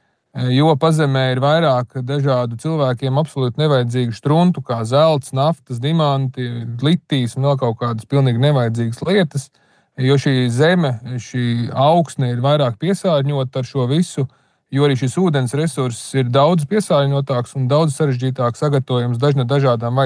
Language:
Latvian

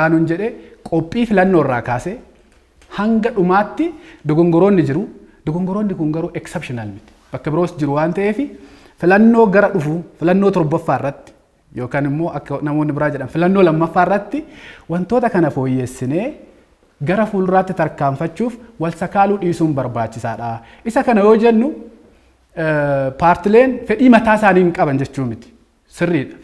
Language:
Oromo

